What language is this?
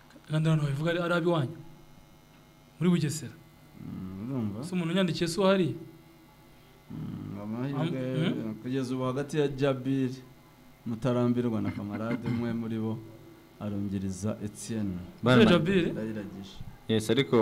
Kinyarwanda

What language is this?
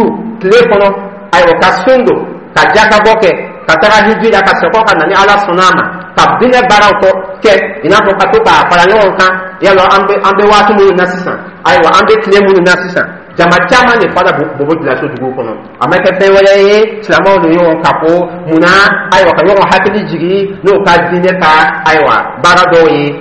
Dyula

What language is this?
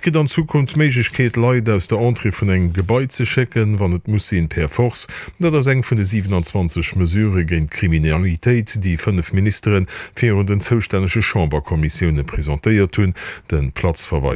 Luxembourgish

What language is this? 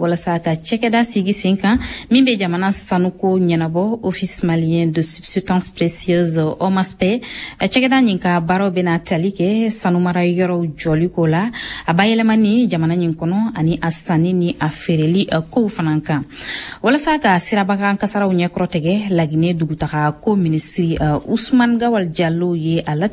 Bambara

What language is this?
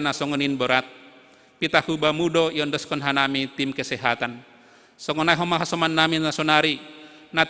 Batak Simalungun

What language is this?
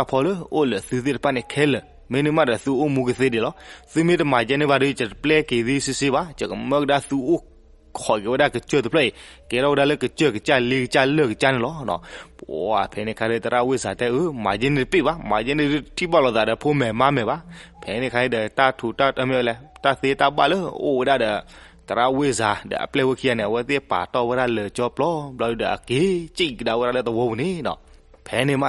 S'gaw Karen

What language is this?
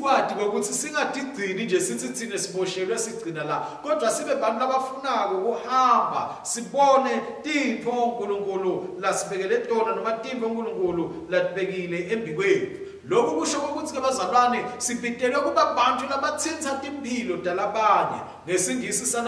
Swati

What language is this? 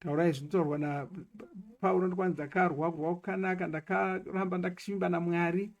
Shona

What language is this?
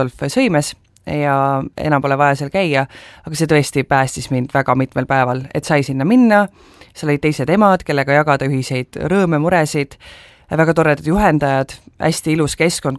Estonian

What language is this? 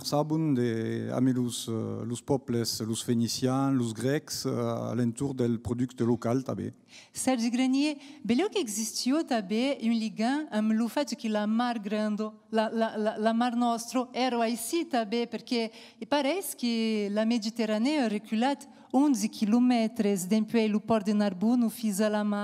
Occitan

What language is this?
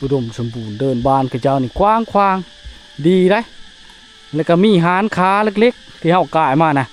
Lao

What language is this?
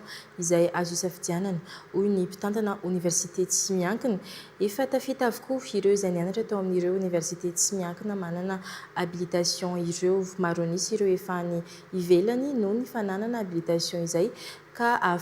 Malagasy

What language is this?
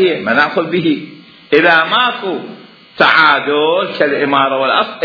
Mesopotamian Arabic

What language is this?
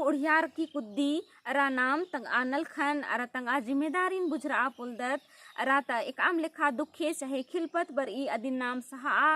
Kurukh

